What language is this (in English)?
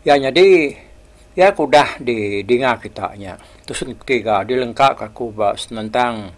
Iban